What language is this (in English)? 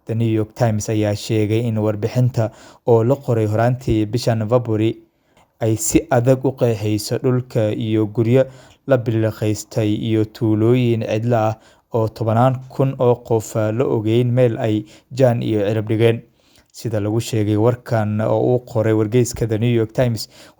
Somali